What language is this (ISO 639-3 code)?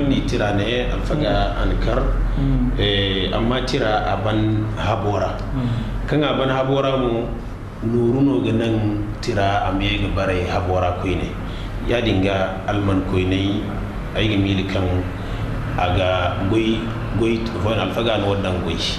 dje